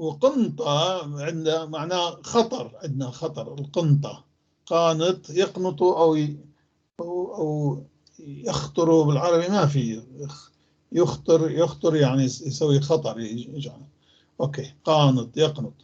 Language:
North Levantine Arabic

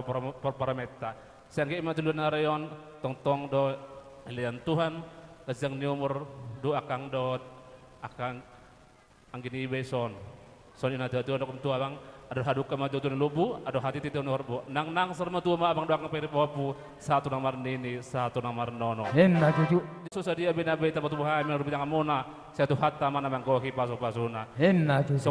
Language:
Batak Toba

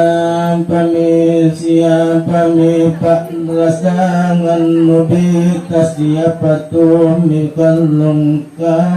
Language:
Makasar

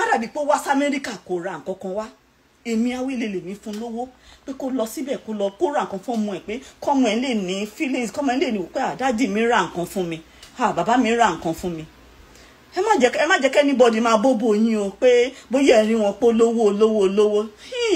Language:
Yoruba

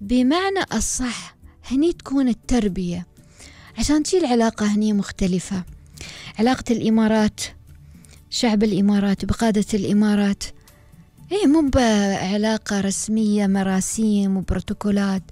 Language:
Gulf Arabic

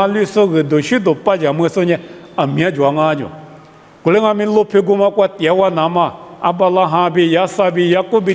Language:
Lisu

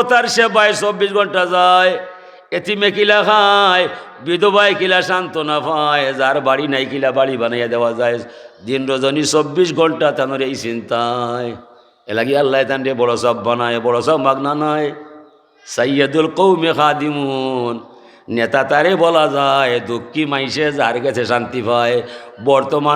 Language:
Sylheti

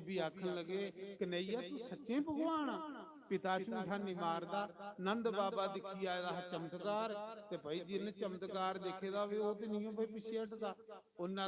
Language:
Dogri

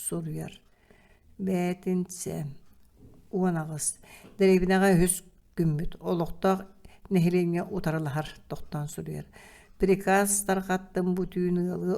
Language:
Yakut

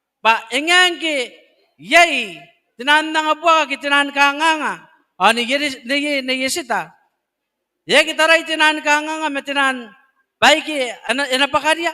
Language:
Gilbertese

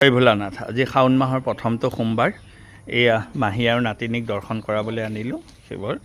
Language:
Assamese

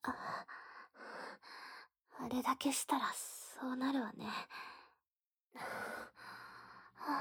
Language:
Japanese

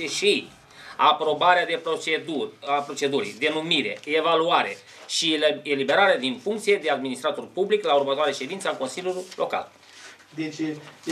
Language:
Romanian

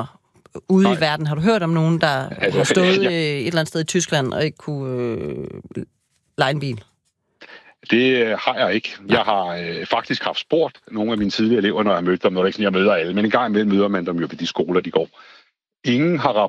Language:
Danish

